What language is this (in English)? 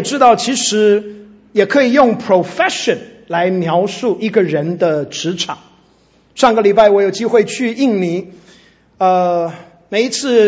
Chinese